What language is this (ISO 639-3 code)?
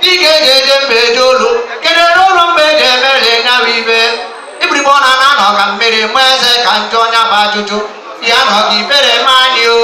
ibo